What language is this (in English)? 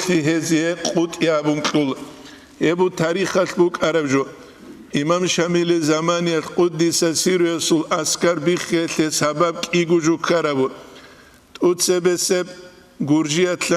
Avaric